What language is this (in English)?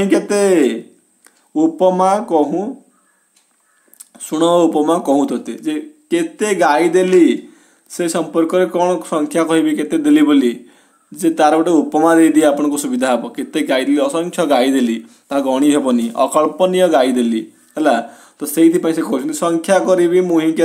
Odia